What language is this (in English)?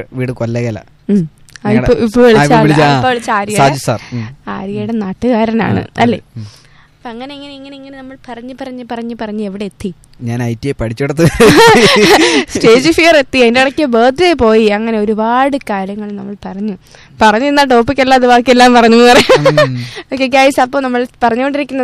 Malayalam